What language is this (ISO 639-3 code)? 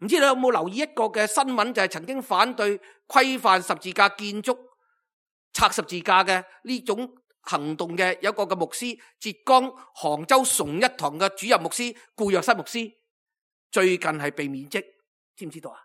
yue